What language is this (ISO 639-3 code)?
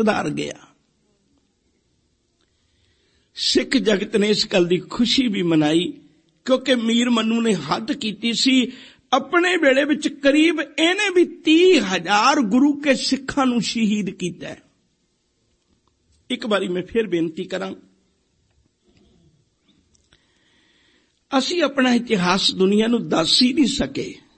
pan